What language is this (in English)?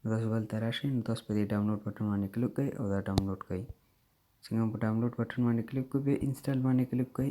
Pashto